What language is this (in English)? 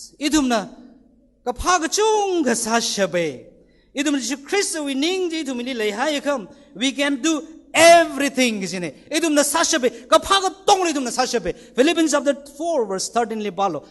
Tangkhul Naga (India)